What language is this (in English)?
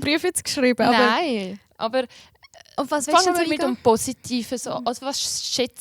Swiss German